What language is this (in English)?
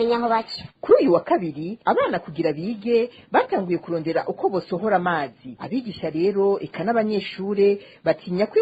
Rundi